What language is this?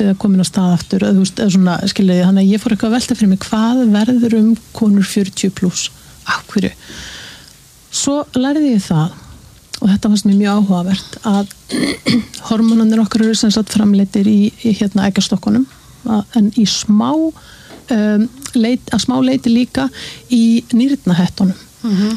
Icelandic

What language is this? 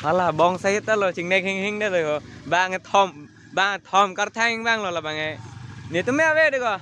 Karbi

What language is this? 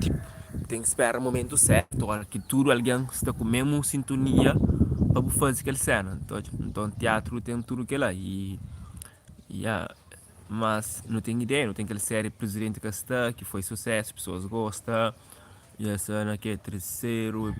Kabuverdianu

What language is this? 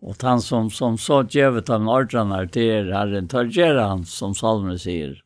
Faroese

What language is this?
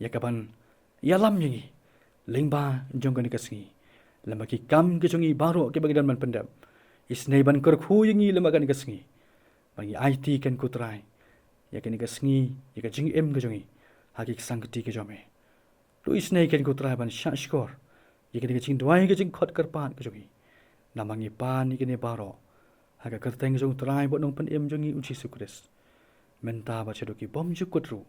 Khasi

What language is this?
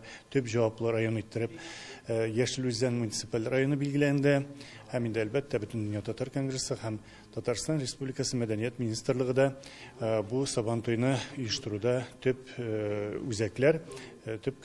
Tatar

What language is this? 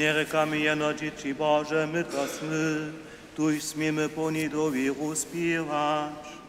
Upper Sorbian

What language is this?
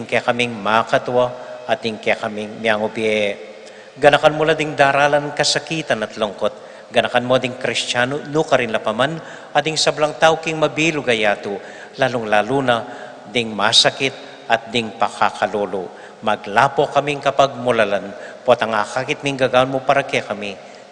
Pampanga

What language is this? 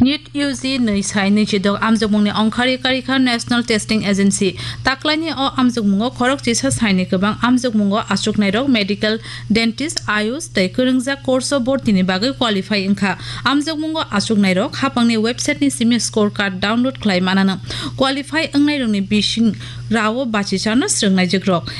Kok Borok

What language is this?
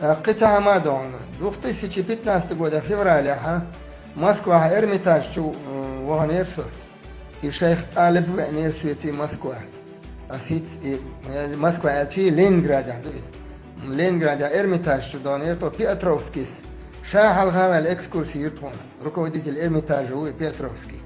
Chechen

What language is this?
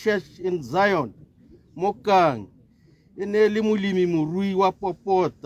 Tswana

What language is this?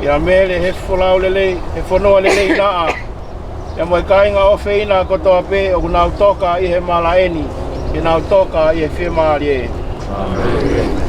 Tongan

